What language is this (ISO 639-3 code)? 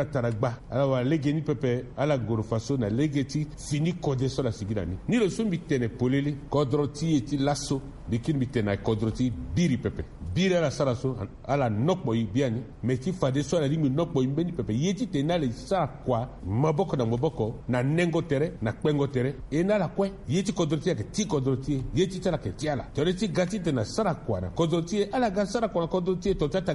sag